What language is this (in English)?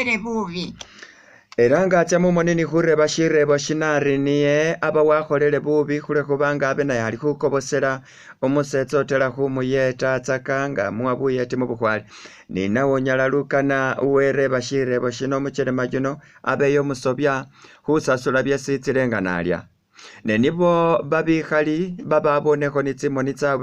Masaaba